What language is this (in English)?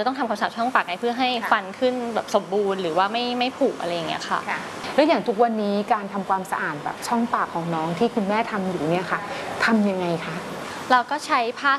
Thai